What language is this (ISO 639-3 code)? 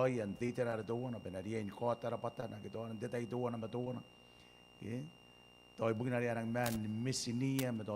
gil